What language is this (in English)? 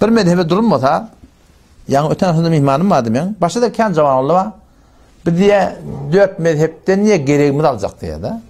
Turkmen